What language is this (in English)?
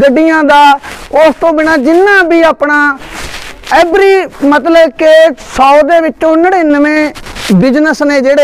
Punjabi